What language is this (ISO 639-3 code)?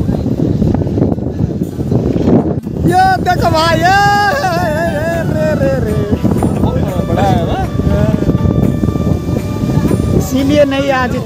hin